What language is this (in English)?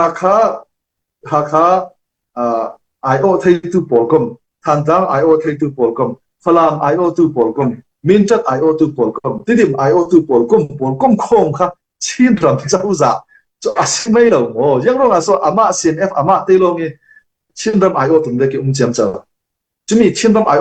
Falam Chin